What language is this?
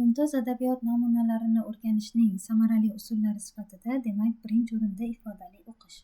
Uzbek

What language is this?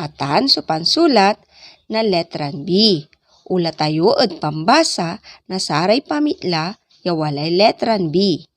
Pangasinan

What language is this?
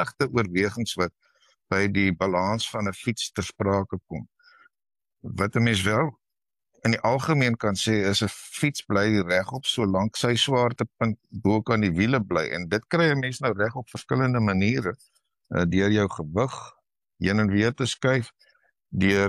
Afrikaans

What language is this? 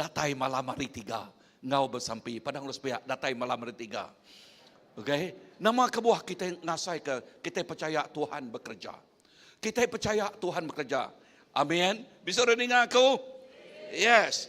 Iban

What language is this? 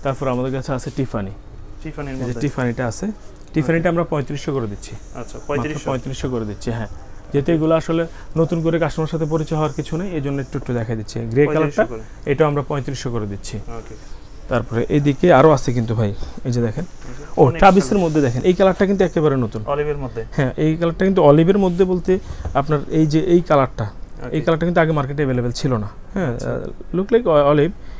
Bangla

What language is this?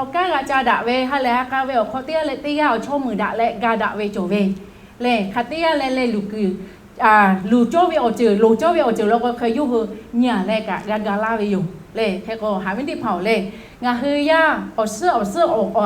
Lahu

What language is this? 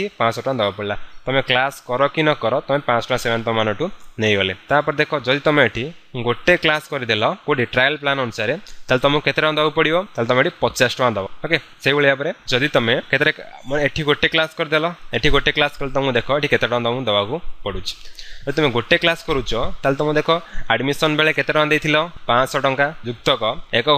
Odia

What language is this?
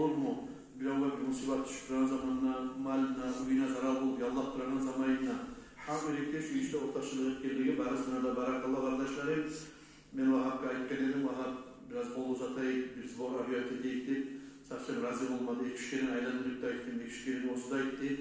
Kumyk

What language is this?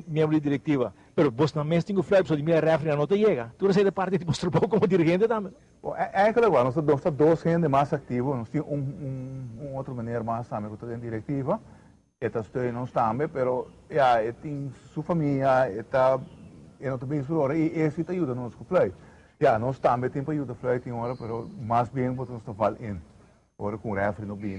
Papiamento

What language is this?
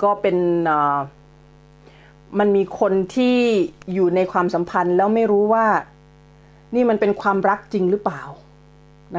Thai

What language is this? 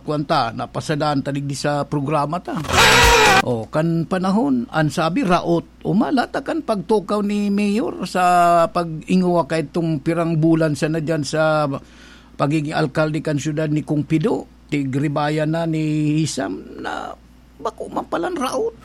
Bikol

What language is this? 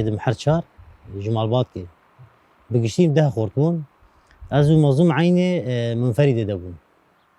Kurdish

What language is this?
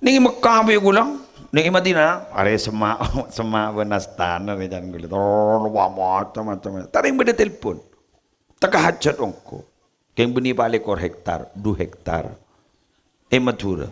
Madurese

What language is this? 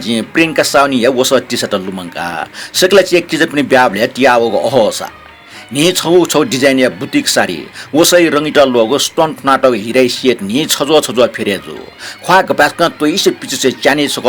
Newari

